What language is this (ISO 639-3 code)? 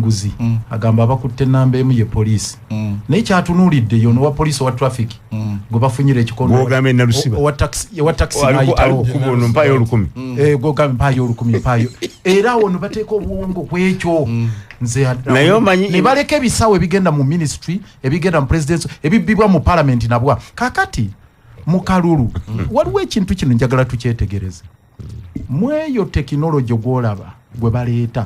lug